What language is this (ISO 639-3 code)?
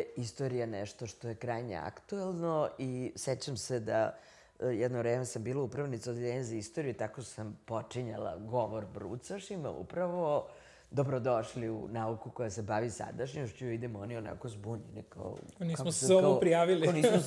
srp